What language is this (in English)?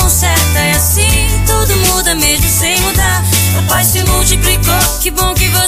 Portuguese